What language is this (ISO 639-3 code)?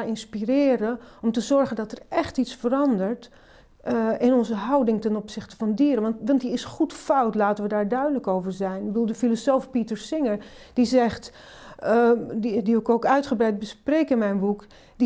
nld